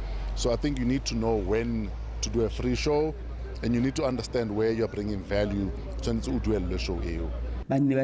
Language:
Tswana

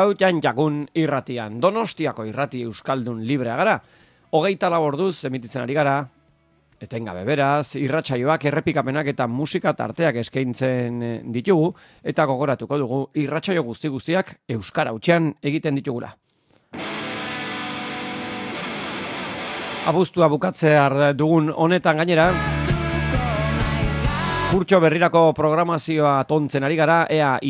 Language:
Basque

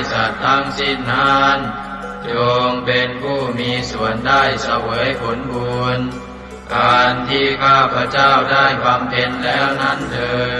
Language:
Pali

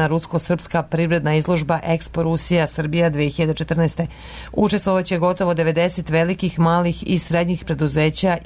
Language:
Serbian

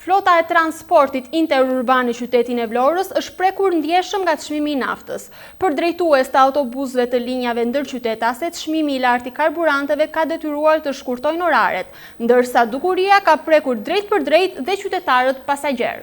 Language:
Albanian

